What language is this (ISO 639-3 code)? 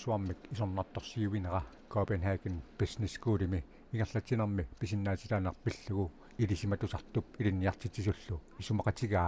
kal